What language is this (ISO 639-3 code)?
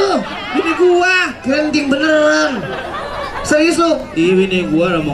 bew